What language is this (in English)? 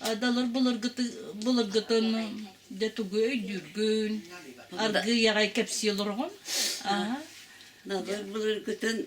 Yakut